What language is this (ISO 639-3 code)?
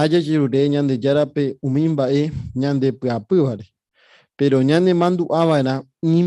grn